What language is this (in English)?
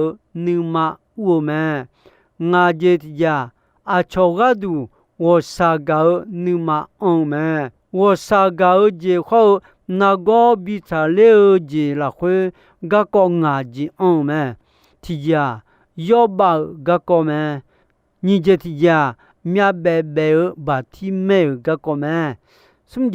Akha